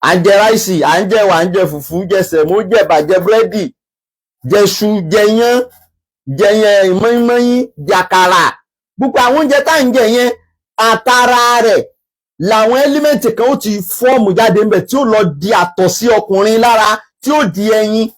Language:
Yoruba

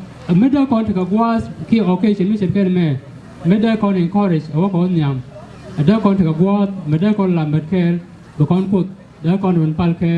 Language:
Nuer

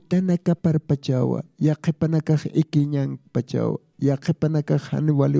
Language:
Aymara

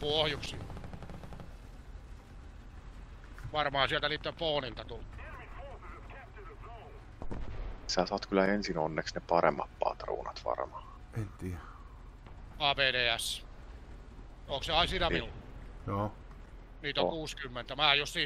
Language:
Finnish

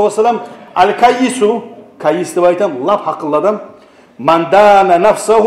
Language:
Kumyk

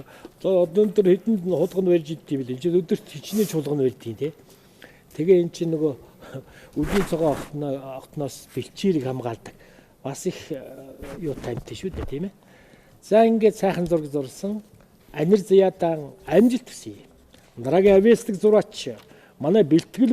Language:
Mongolian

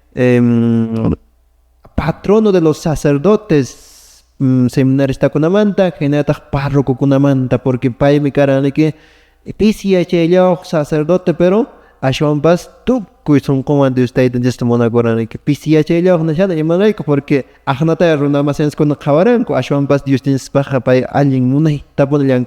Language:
Quechua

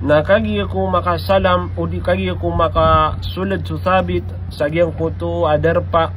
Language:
Maranao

